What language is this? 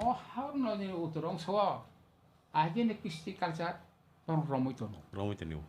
Kok Borok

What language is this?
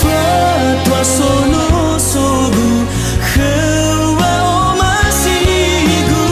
Nias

